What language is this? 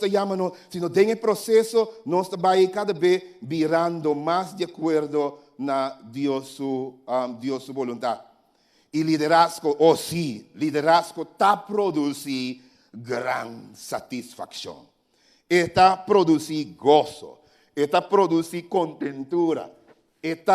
Papiamento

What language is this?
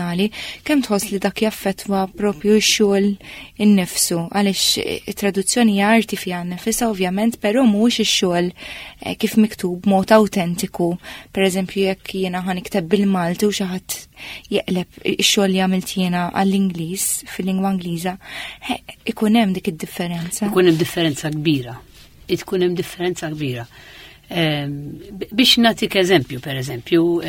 Maltese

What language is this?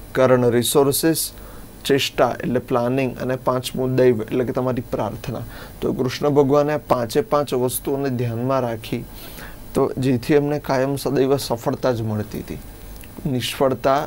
Gujarati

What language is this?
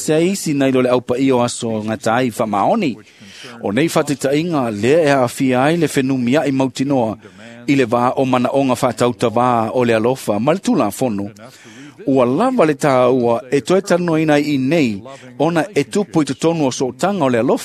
Samoan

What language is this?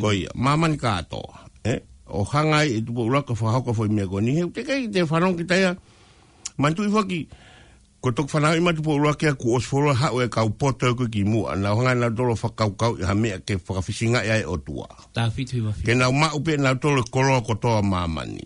Tongan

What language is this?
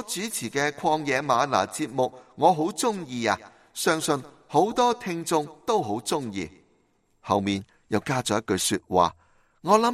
Cantonese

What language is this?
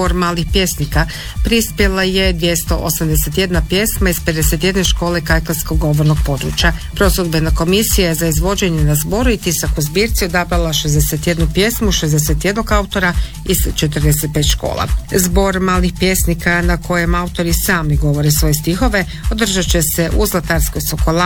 Croatian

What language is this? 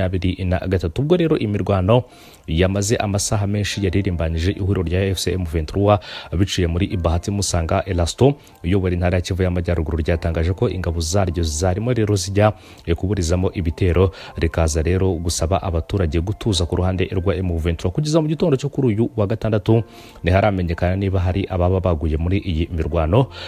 Kinyarwanda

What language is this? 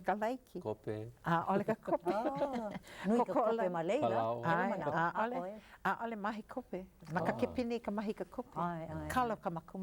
Hawaiian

